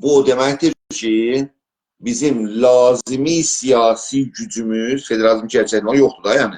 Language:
South Azerbaijani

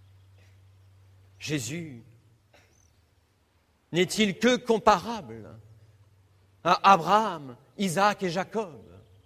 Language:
French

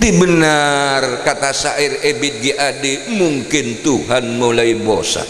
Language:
Madurese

